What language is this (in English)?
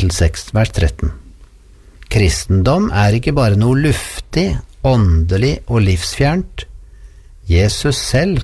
Norwegian